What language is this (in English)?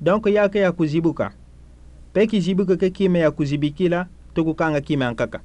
Kituba (Democratic Republic of Congo)